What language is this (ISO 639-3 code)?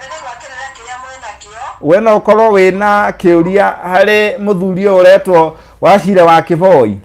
kik